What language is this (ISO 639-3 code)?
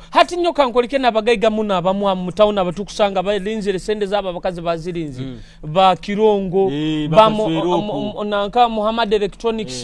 nyo